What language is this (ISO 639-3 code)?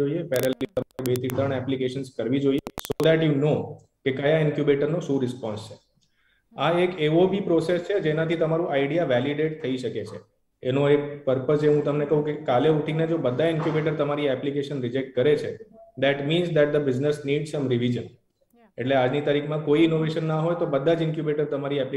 guj